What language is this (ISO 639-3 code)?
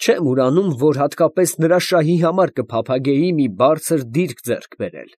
hye